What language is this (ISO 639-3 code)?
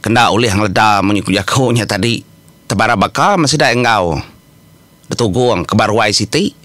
iba